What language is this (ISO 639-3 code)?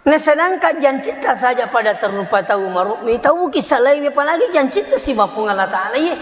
bug